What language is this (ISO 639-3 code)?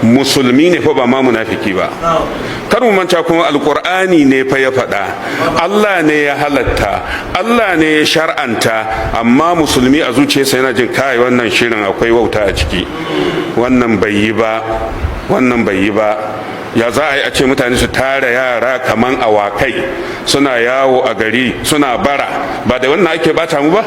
hau